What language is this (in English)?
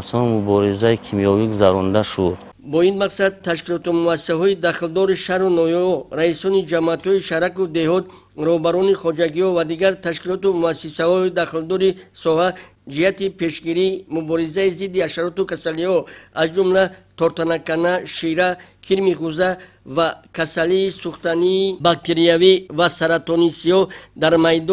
Tajik